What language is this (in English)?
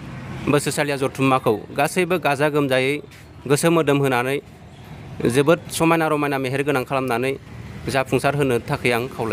Bodo